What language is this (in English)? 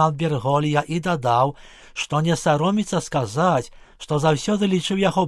Belarusian